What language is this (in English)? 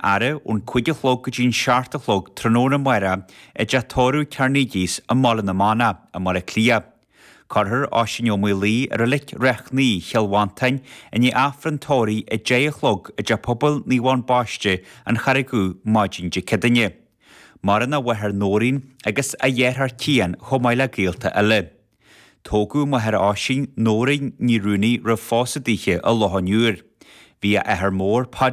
Irish